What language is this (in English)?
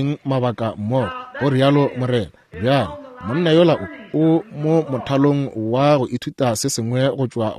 Northern Sotho